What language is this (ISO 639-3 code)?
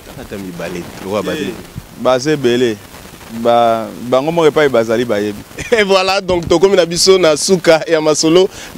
lin